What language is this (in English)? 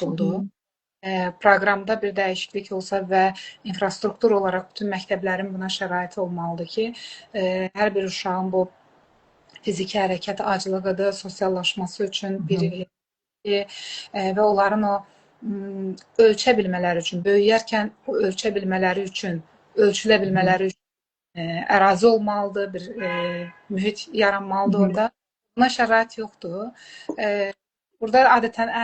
Azerbaijani